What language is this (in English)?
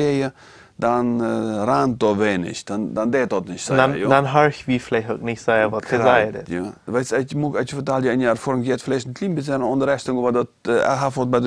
Plautdietsch